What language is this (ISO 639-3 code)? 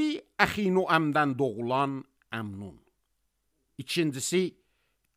aze